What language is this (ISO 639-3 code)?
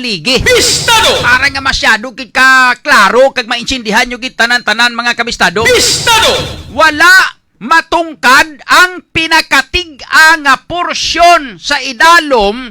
hil